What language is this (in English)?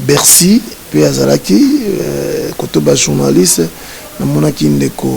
Lingala